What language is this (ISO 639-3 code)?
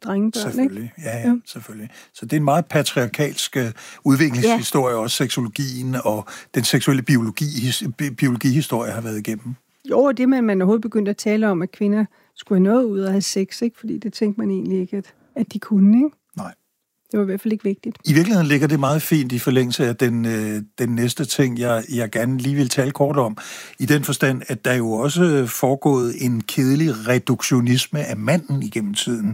dan